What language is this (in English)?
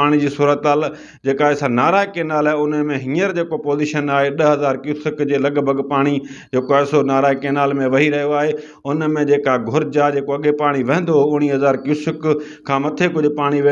Sindhi